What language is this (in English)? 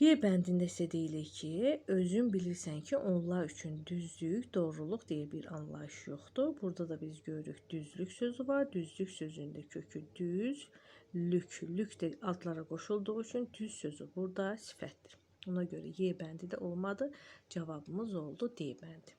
Azerbaijani